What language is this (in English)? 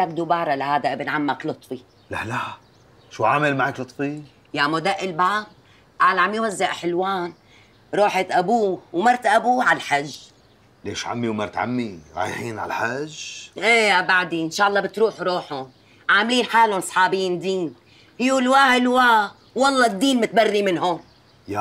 North Levantine Arabic